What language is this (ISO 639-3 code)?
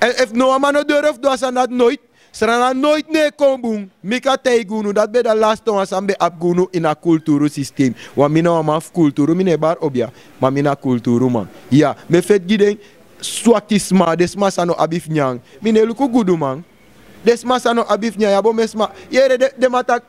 srn